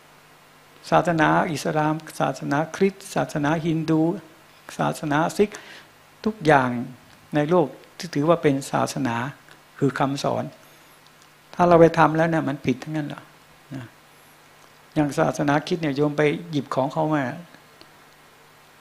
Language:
Thai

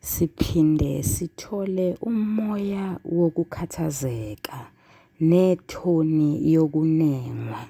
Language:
Zulu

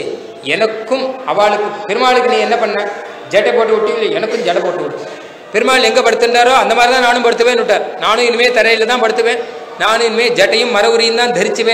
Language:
Tamil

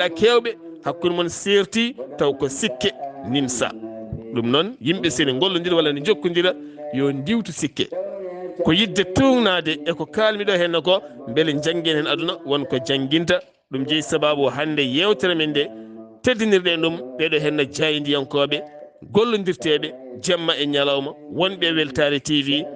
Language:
Fula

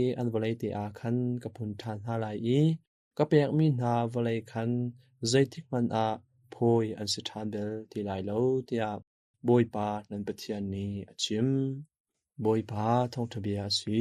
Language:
Hakha Chin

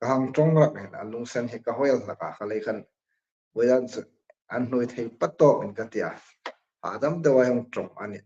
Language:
Hmar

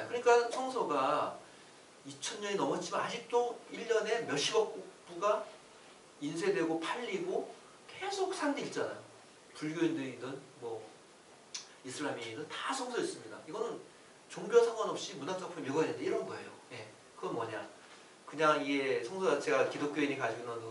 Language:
Korean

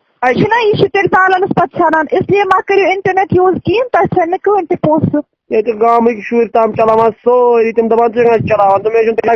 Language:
Kashmiri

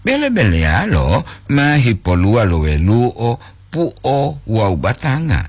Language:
Gorontalo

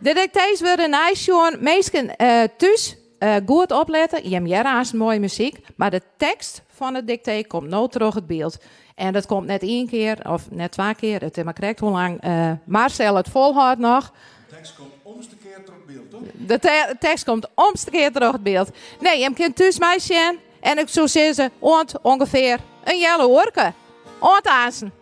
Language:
Western Frisian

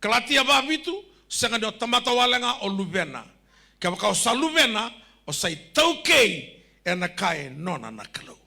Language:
Fijian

